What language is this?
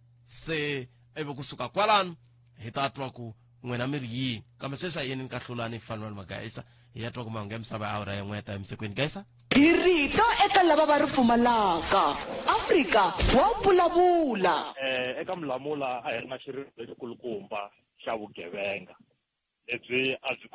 Tsonga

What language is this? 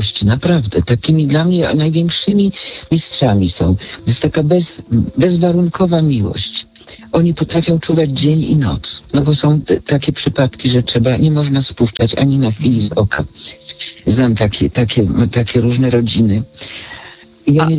Polish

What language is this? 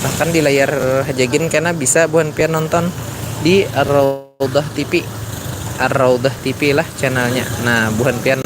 Banjar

